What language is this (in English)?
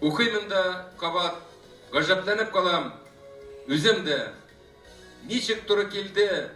Tatar